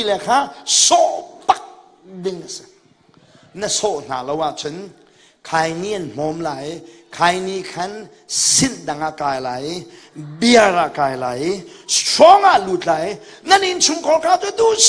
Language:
Hakha Chin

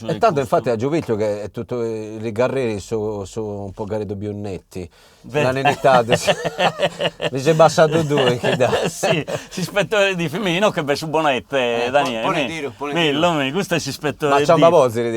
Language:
Sardinian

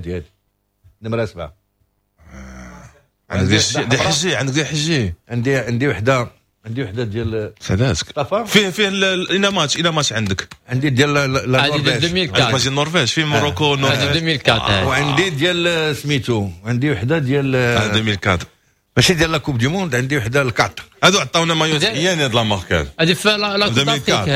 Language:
Moroccan Arabic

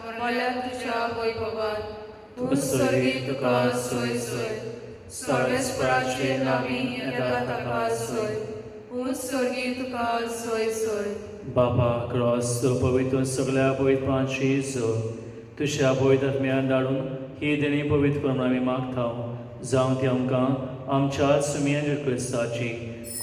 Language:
Konkani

